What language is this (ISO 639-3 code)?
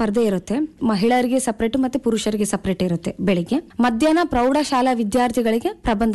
kan